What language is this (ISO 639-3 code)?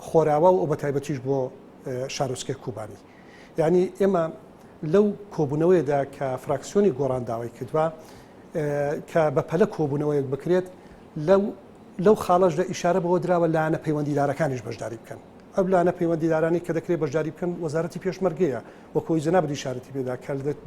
ckb